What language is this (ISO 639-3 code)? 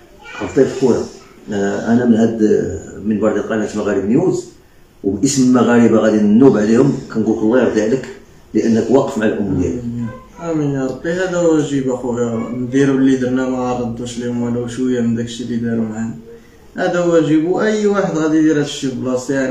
ary